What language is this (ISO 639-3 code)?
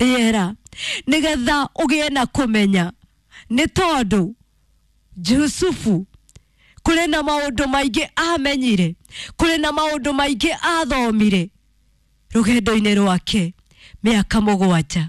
kik